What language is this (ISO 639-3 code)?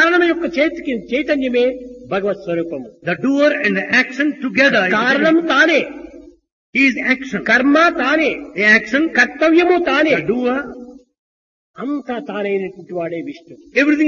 tel